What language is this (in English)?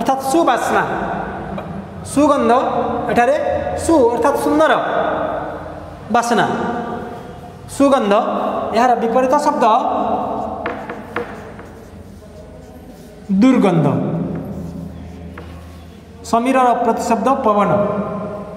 Odia